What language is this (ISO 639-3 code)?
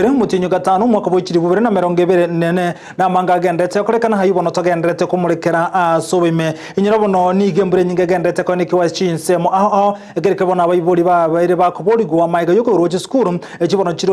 guz